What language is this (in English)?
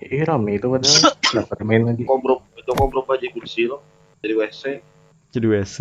Banjar